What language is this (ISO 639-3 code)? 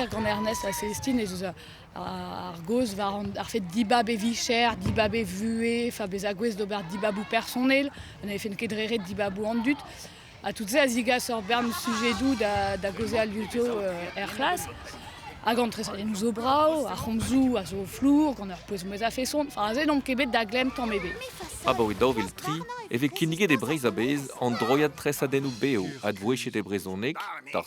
bre